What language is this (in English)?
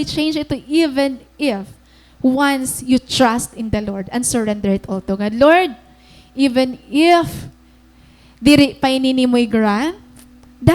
Waray